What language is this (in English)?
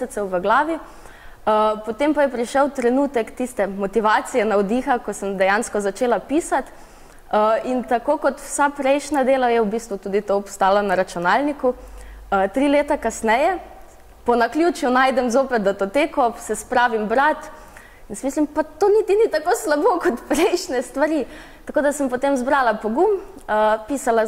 Slovenian